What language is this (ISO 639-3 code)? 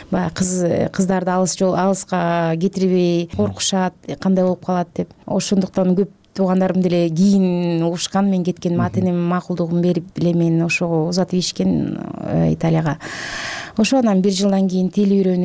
kir